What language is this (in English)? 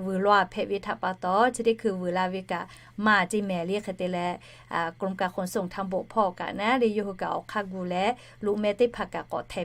Lahu